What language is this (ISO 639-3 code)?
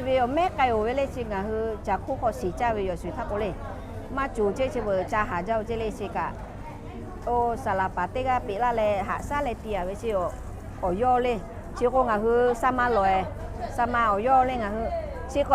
lhu